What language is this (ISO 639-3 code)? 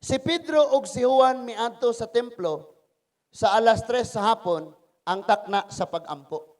ceb